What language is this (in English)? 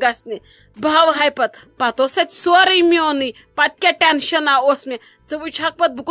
Kashmiri